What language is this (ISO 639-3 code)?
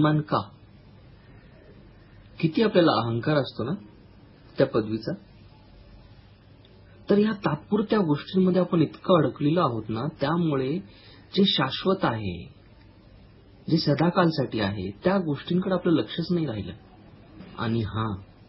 mar